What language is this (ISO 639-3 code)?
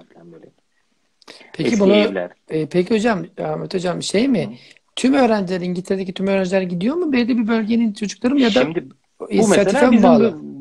tur